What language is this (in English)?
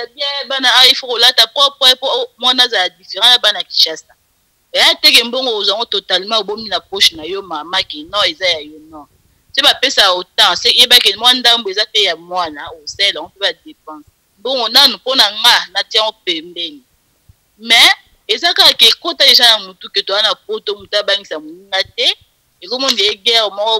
Lingala